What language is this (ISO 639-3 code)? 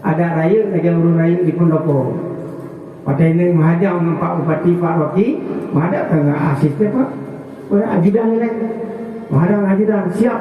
ace